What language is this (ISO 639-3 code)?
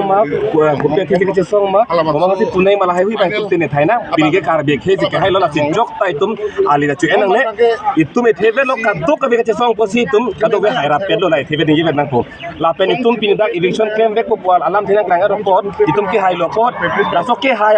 mjw